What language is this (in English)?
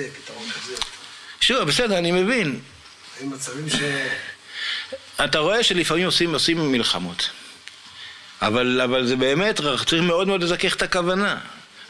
Hebrew